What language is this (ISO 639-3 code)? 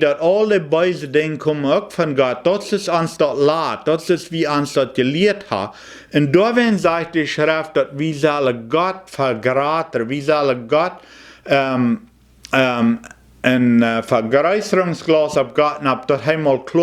pdt